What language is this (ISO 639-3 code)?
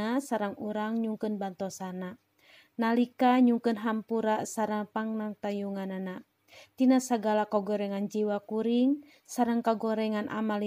sun